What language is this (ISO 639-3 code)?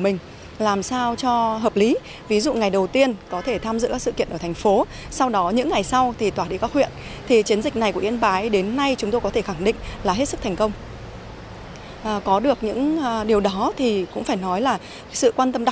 vie